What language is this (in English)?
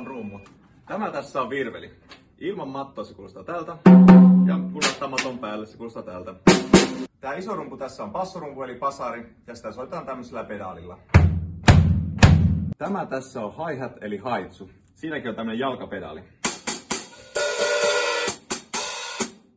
Finnish